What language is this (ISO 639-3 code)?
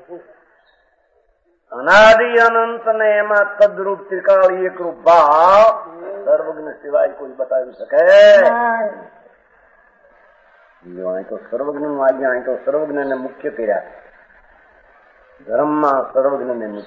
guj